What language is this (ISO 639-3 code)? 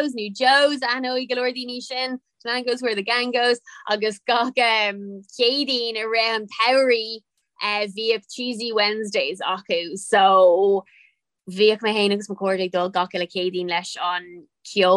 gle